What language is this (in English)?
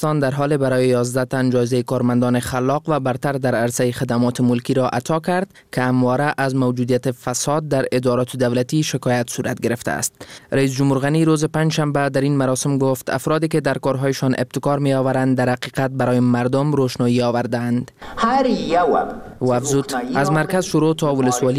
Persian